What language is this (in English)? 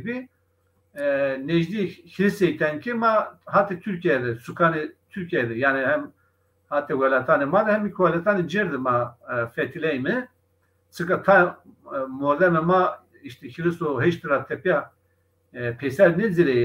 Zaza